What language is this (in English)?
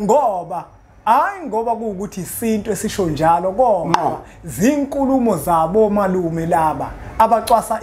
Zulu